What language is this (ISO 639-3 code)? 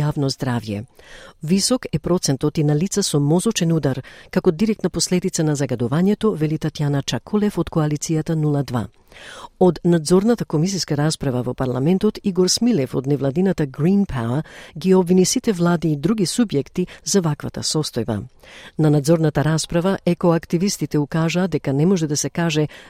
mkd